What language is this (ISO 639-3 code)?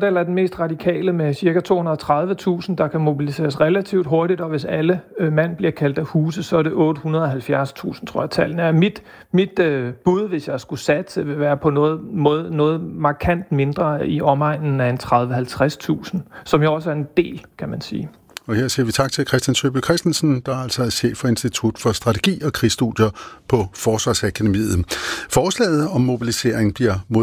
dan